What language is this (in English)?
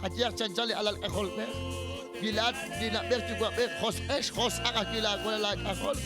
Kekchí